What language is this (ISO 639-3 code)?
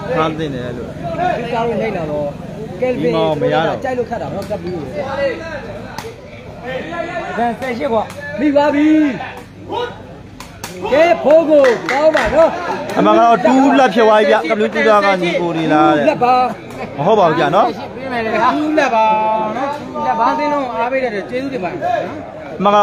mya